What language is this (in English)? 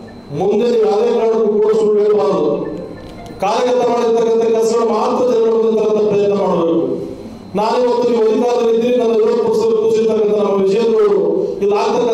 Kannada